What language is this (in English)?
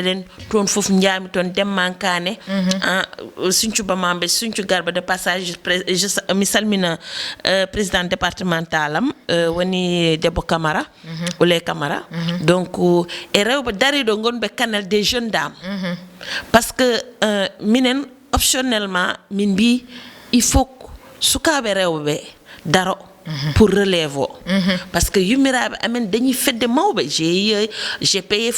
Fula